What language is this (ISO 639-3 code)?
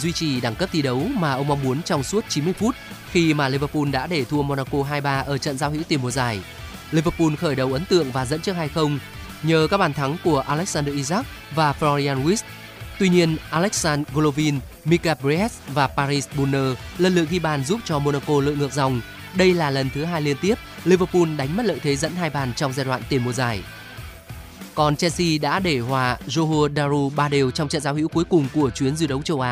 vie